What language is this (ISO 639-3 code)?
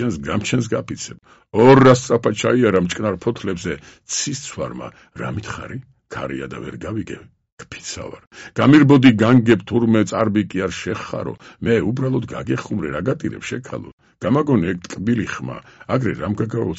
kat